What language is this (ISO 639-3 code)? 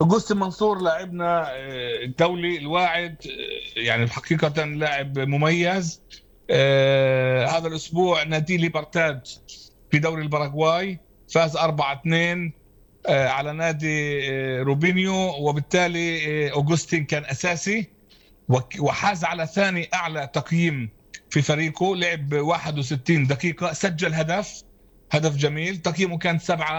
apc